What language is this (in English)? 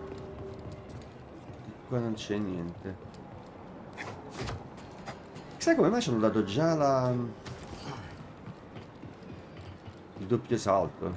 Italian